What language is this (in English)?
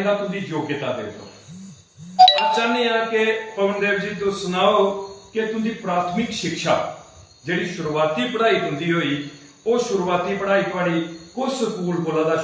Dogri